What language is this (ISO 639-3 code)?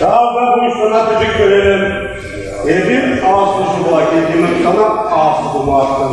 chv